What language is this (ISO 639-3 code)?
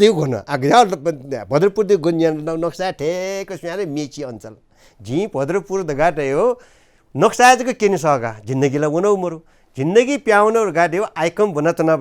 new